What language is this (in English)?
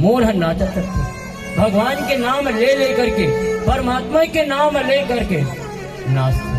Chhattisgarhi